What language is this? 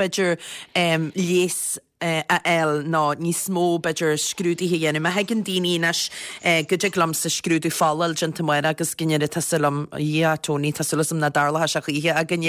Irish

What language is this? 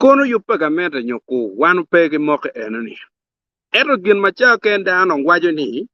Acoli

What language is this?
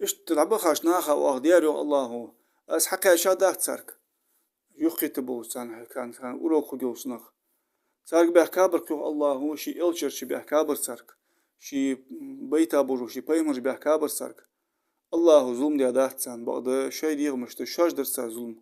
Ingush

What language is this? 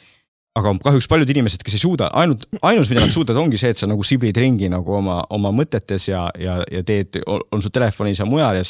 Estonian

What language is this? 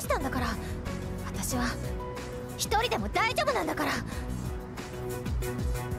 Japanese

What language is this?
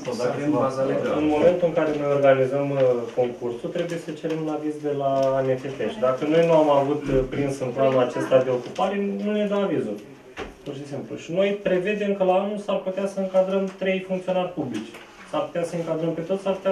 Romanian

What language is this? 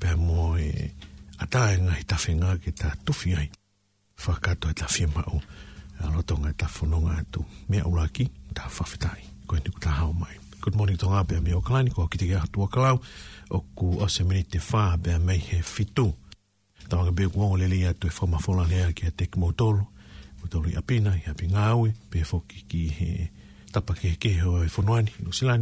Tongan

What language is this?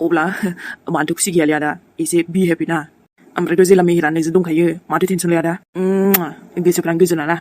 Bodo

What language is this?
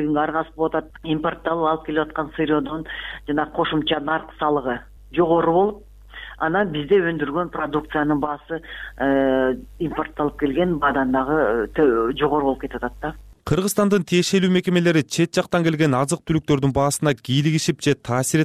Kyrgyz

